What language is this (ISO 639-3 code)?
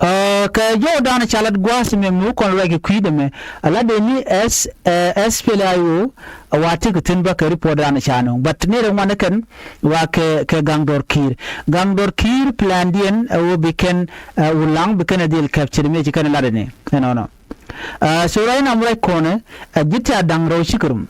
nus